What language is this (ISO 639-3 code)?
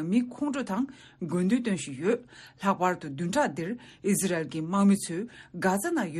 bod